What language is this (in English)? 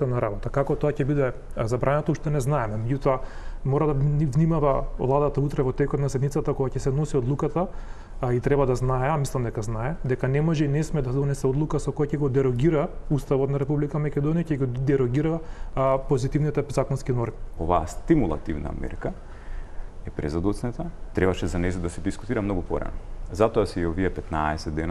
Macedonian